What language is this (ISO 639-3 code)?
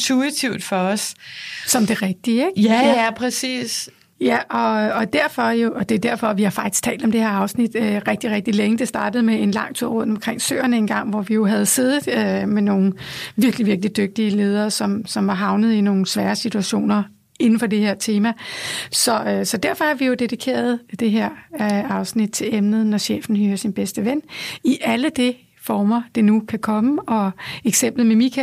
dan